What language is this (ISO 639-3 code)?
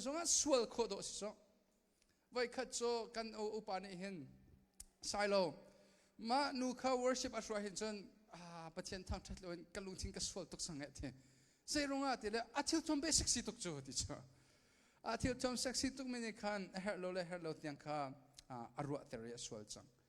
cnh